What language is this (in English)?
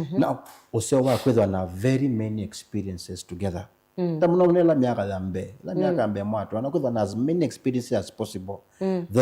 Kamba